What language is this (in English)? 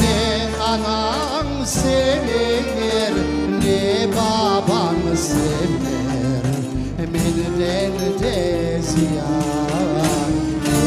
Crimean Tatar